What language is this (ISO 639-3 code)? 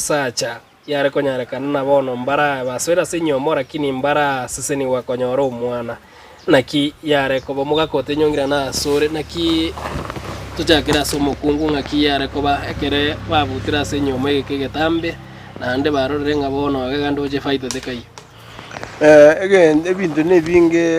guz